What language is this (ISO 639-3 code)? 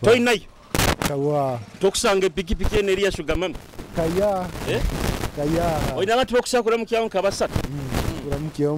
nyo